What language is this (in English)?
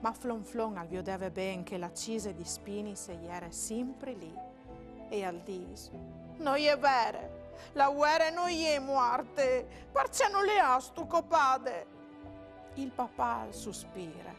Friulian